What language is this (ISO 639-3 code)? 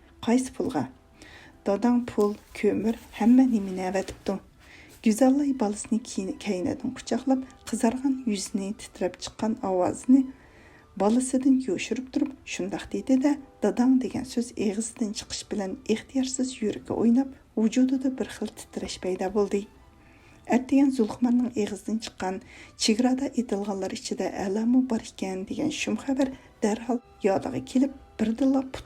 uig